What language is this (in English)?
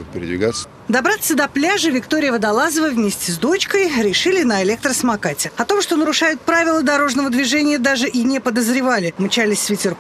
Russian